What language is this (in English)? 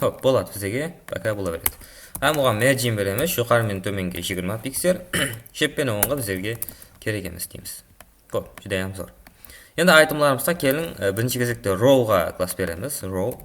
Kara-Kalpak